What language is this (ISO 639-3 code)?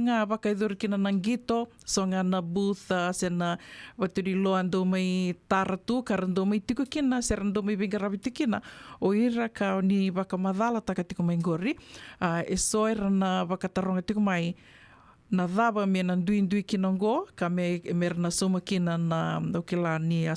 fij